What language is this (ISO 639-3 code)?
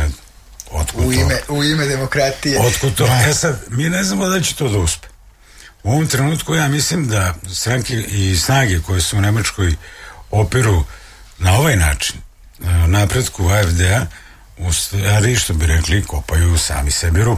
srp